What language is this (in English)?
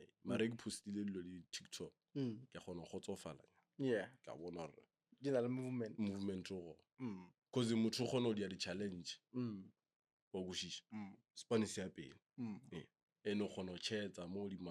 Northern Sotho